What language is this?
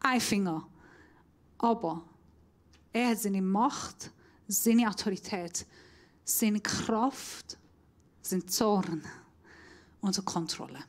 Swiss German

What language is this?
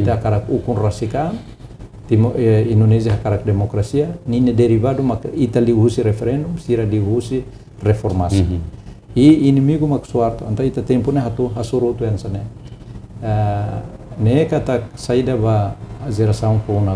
Tetum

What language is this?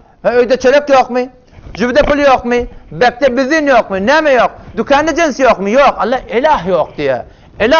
Turkmen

